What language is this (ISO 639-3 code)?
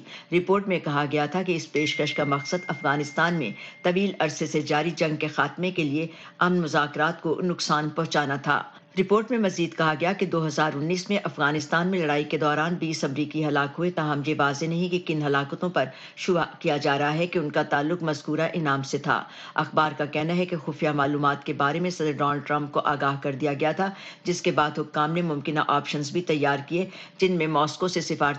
urd